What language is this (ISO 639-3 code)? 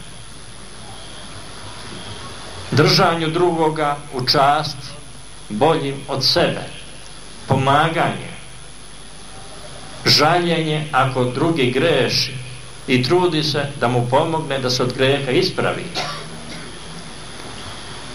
srp